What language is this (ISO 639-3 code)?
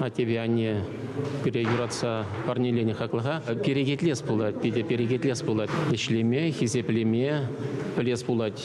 chv